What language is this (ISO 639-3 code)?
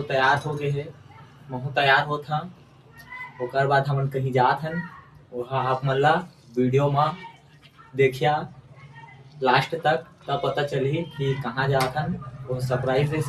hne